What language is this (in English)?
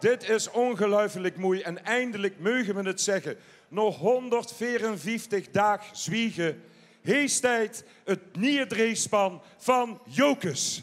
Limburgish